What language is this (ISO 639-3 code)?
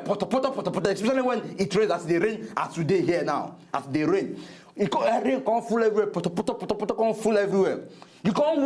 pcm